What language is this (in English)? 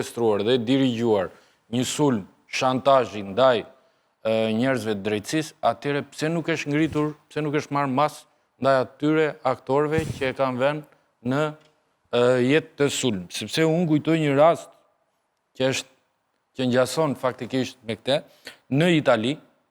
Albanian